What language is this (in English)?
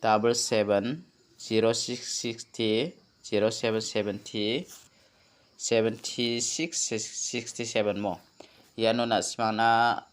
Garo